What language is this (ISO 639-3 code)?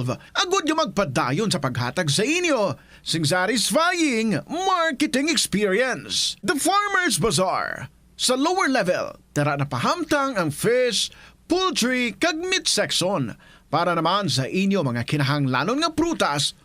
hil